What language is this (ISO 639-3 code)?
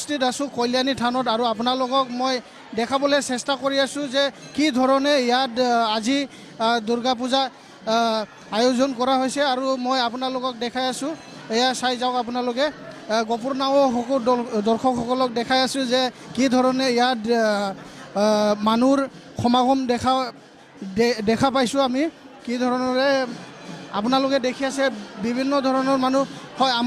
asm